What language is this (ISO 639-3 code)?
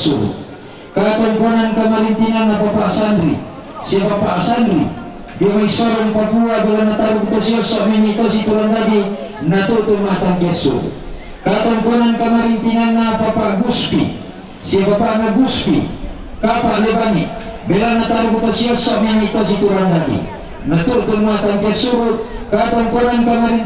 sda